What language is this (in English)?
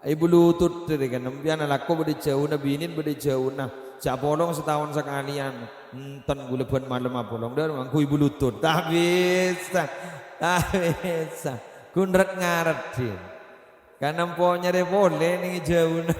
Madurese